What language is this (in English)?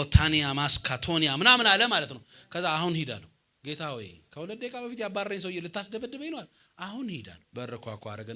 Amharic